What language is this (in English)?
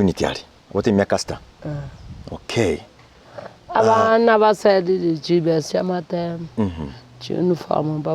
Gusii